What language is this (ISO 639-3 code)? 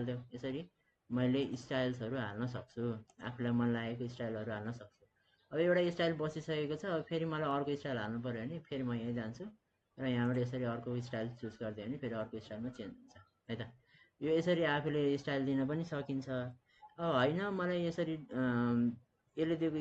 nep